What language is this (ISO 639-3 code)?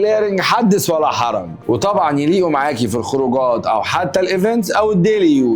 arz